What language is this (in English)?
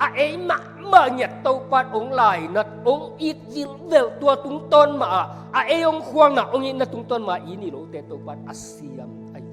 Tedim Chin